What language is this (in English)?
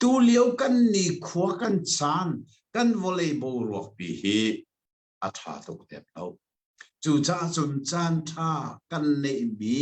Hakha Chin